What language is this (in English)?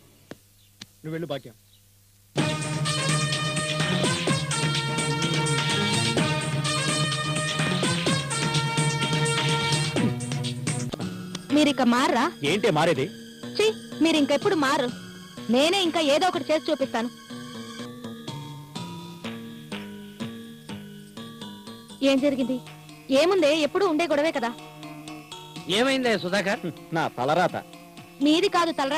Telugu